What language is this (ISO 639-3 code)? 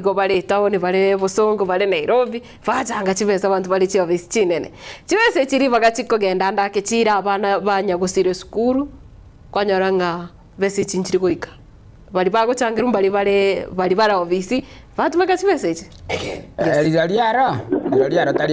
guz